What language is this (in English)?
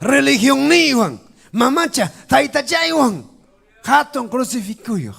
Ayacucho Quechua